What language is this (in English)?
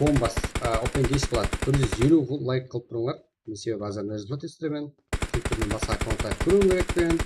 Kara-Kalpak